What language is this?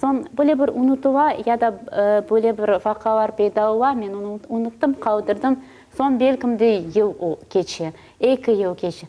Crimean Tatar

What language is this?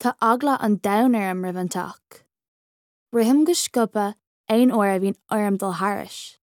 Irish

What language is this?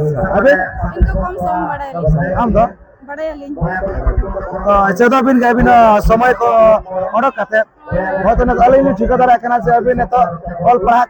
Santali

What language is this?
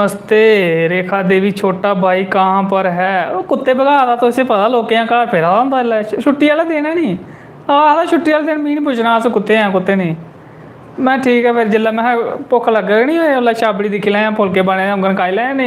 Dogri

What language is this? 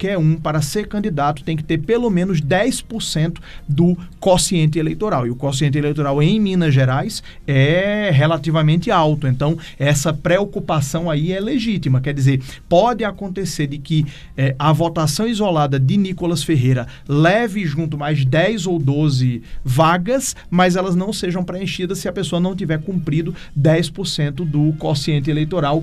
Portuguese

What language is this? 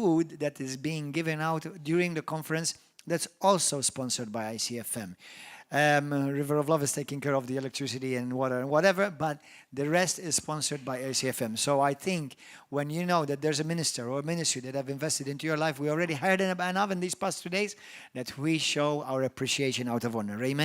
English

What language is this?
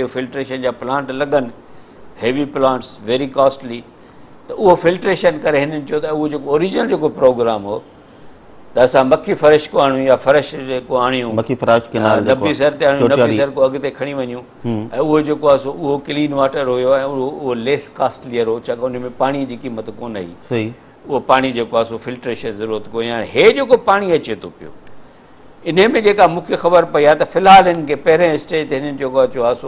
Sindhi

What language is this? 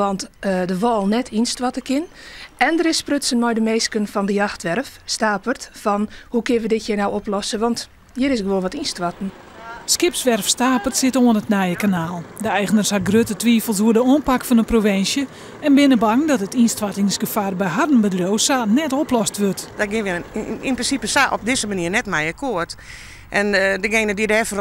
Western Frisian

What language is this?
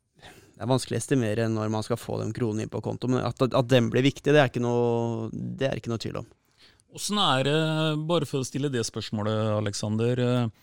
Norwegian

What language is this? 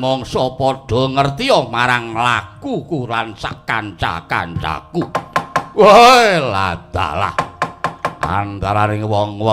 Javanese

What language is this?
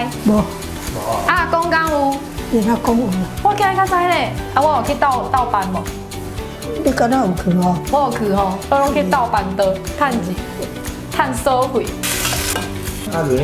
Min Nan Chinese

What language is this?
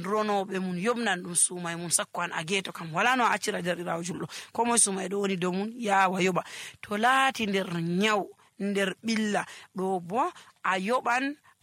Nigerian Fulfulde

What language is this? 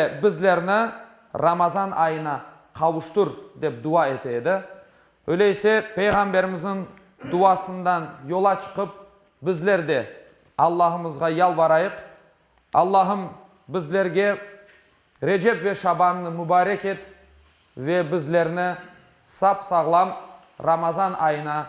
Crimean Tatar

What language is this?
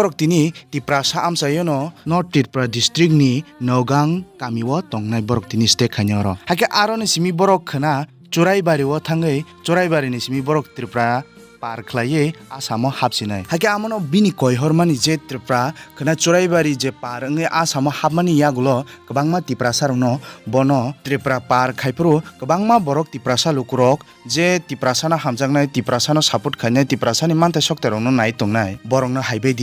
Kok Borok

